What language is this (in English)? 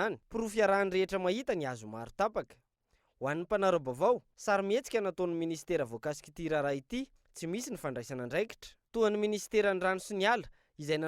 Malagasy